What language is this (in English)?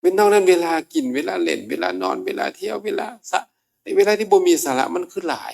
Northeastern Thai